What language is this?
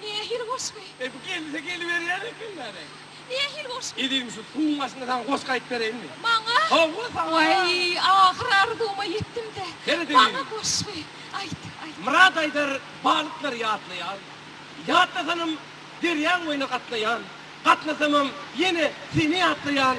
Turkmen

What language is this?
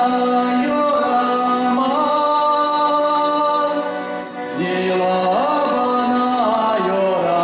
Chuvash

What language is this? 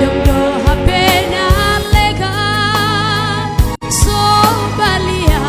Batak Simalungun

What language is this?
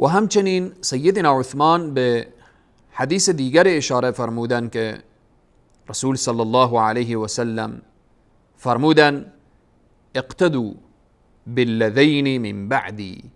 Persian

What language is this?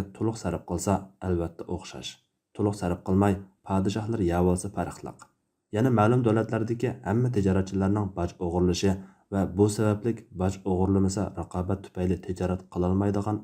Uyghur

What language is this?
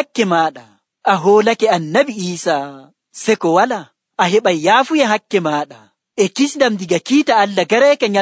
Nigerian Fulfulde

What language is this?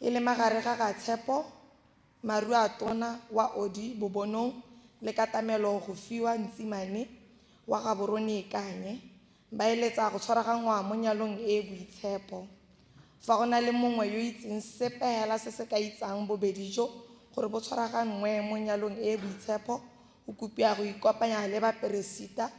Tswana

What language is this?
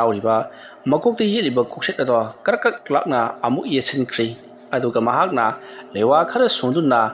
Manipuri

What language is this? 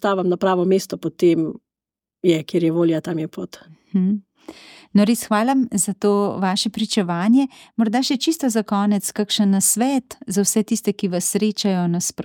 Slovenian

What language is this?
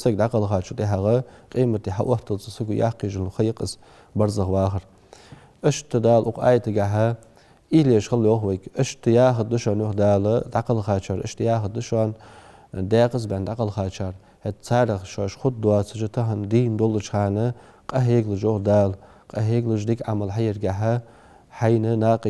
Ingush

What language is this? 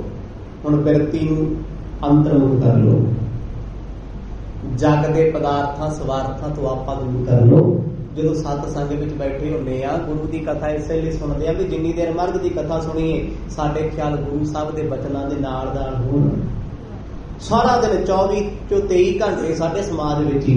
Punjabi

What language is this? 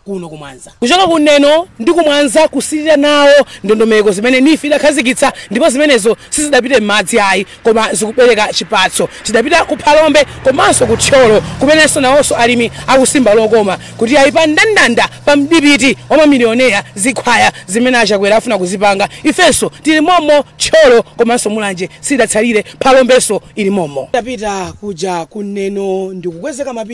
Nyanja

